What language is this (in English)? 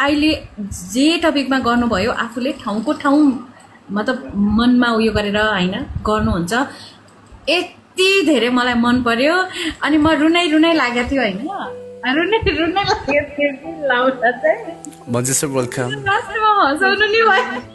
Nepali